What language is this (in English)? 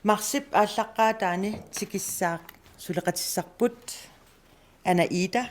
Kalaallisut